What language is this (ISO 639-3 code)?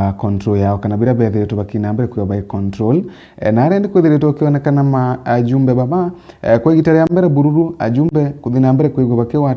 mer